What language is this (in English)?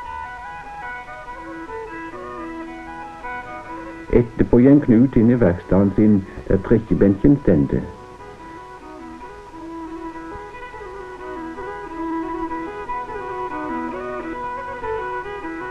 Norwegian